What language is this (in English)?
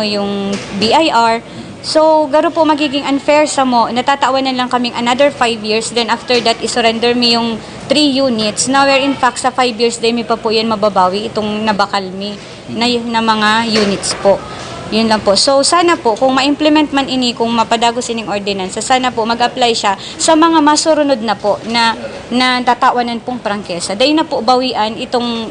Bikol